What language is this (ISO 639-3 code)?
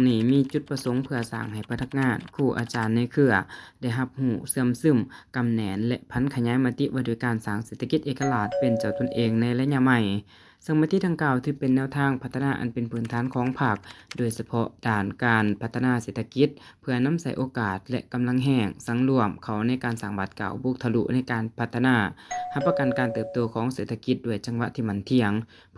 lao